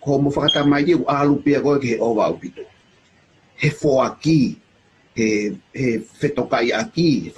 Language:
Tongan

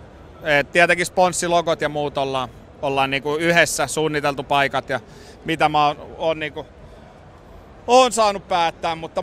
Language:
Finnish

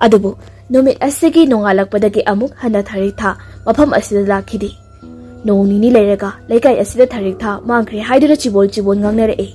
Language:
Manipuri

